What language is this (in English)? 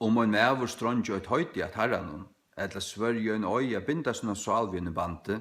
Faroese